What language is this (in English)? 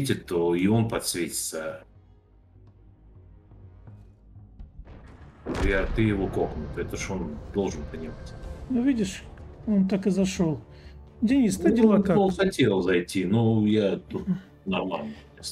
Russian